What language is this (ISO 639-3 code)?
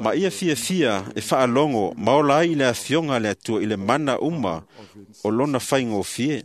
smo